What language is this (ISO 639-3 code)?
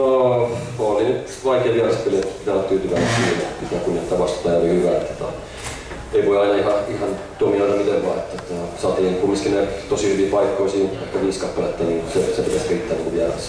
fin